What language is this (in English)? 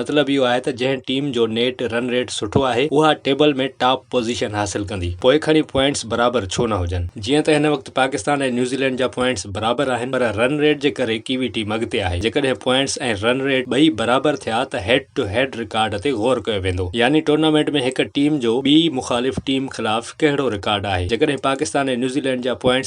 Sindhi